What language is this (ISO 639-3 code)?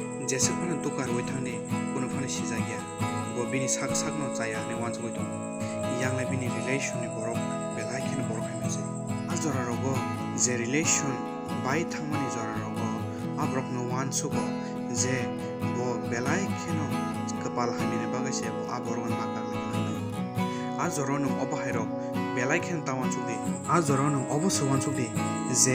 trp